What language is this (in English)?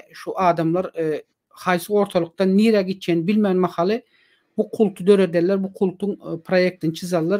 Turkmen